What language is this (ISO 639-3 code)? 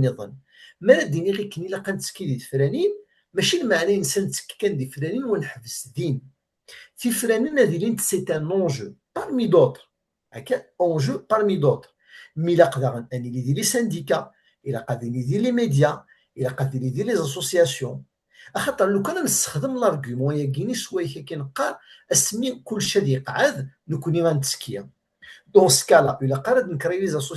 kab